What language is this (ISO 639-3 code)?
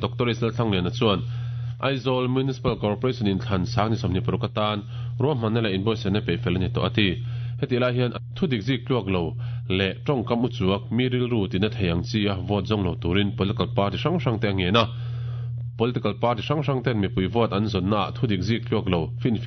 lus